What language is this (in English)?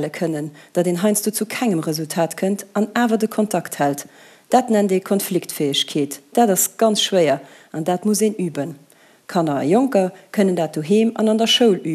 Luxembourgish